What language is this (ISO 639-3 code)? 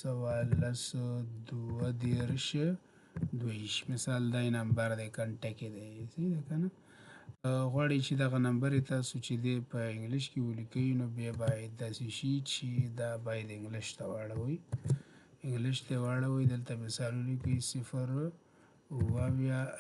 pus